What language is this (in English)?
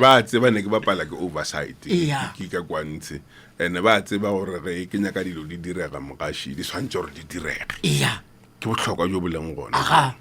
Northern Sotho